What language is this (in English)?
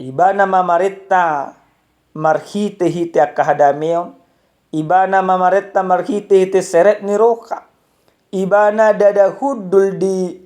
Batak Toba